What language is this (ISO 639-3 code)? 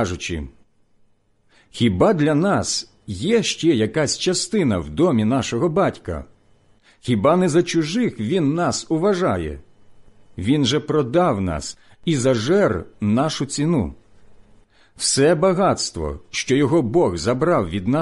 ukr